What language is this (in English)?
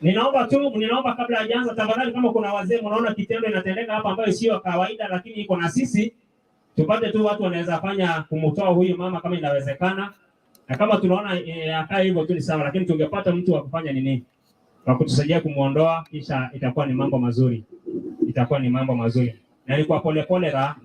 Masai